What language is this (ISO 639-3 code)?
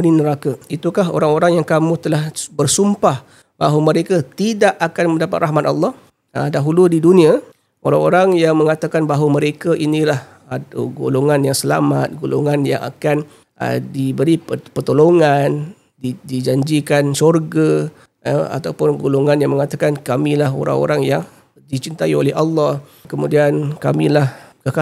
msa